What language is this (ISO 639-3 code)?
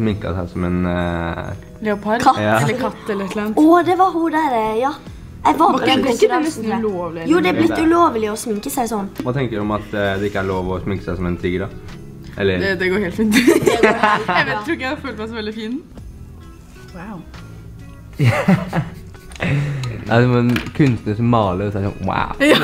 nor